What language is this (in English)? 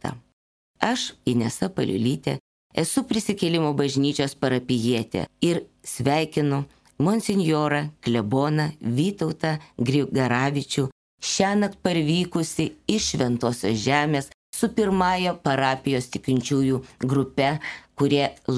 Lithuanian